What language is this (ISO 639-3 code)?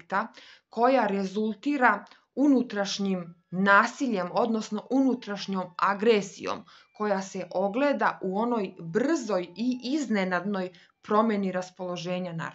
hrv